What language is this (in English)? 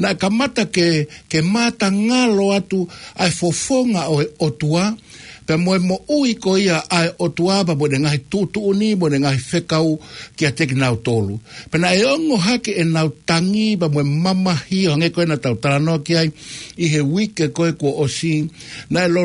Tongan